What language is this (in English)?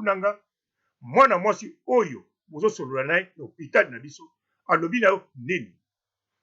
Lingala